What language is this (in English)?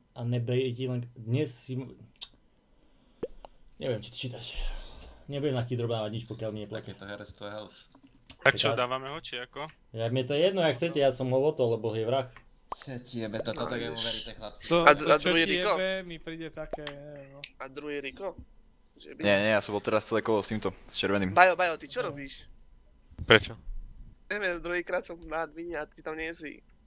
Slovak